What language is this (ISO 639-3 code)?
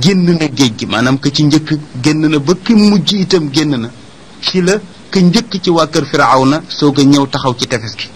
wol